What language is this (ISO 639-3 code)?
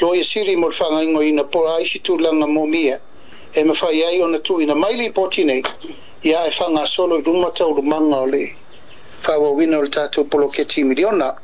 smo